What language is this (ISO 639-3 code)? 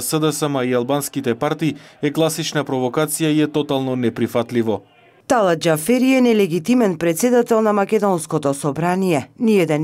mkd